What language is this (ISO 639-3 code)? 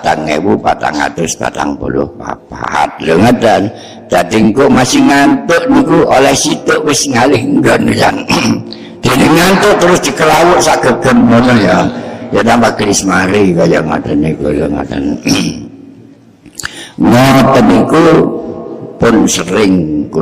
jav